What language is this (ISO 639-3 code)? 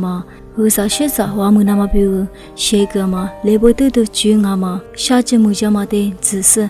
lis